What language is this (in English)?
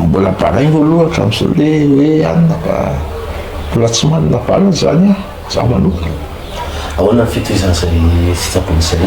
Malagasy